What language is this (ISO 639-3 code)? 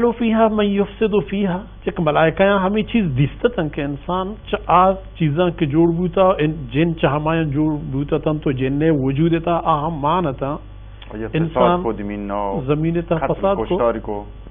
bal